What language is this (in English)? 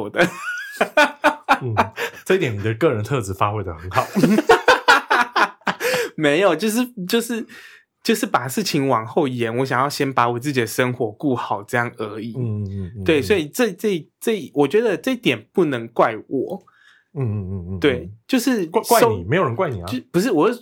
Chinese